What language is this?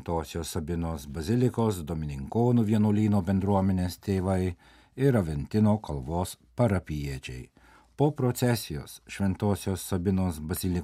Lithuanian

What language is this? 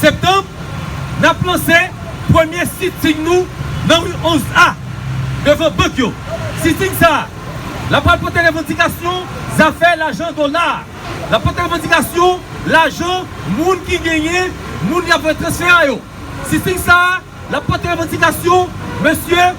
Haitian Creole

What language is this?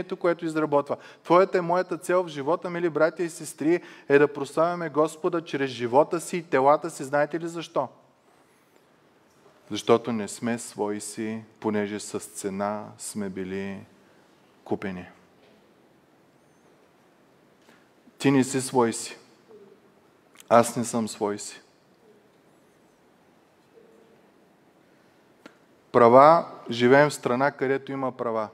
Bulgarian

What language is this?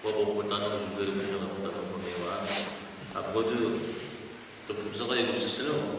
Kabardian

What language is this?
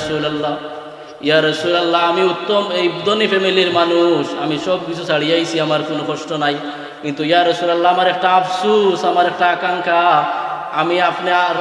Sylheti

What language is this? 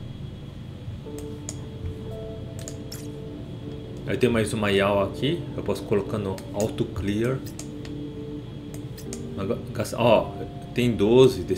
Portuguese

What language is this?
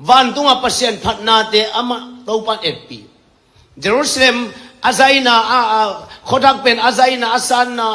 Tedim Chin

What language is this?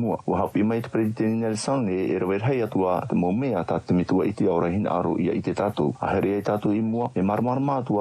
Tahitian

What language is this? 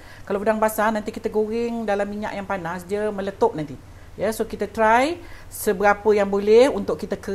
Malay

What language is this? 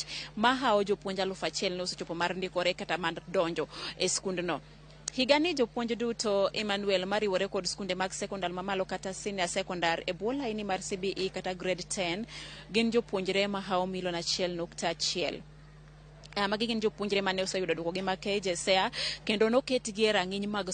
Luo (Kenya and Tanzania)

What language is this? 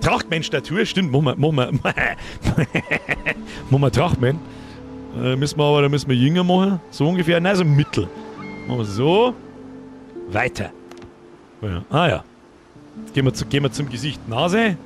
Bavarian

